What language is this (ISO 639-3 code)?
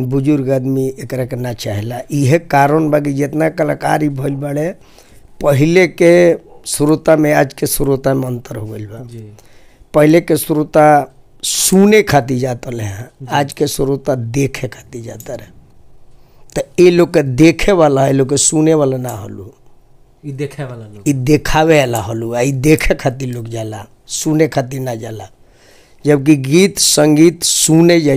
bho